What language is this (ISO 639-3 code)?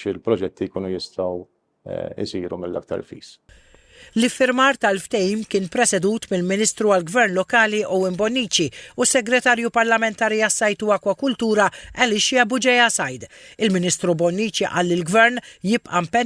mlt